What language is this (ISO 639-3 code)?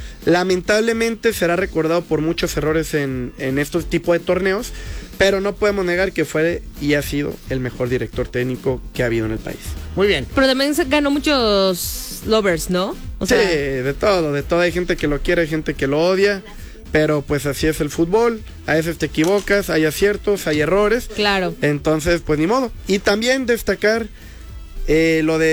spa